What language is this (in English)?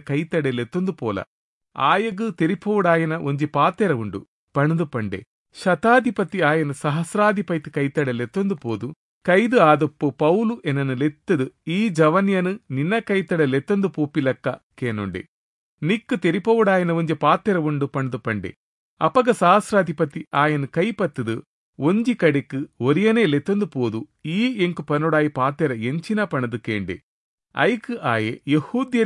Tulu